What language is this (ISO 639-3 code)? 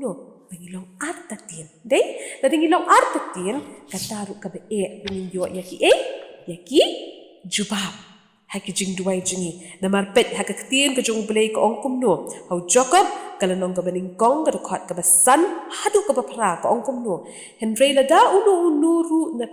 kha